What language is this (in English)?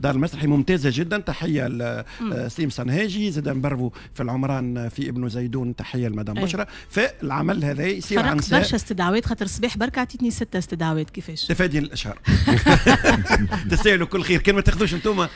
Tunisian Arabic